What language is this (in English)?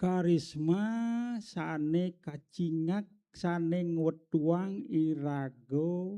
Balinese